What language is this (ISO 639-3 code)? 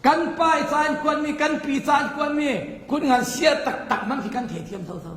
cfm